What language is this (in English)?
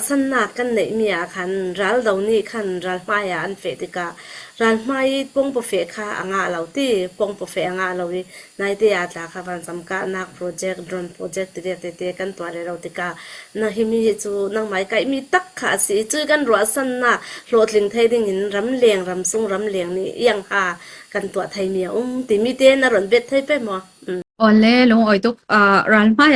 Falam Chin